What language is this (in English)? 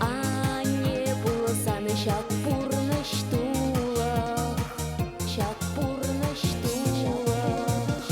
Chuvash